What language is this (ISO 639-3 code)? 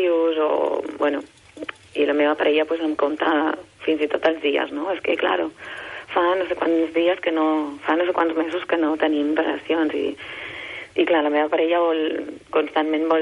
cat